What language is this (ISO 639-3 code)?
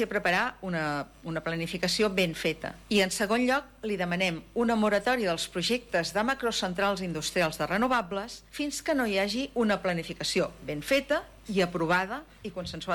cat